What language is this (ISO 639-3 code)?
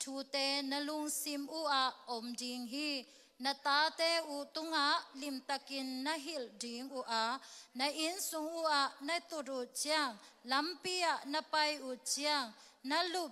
ctd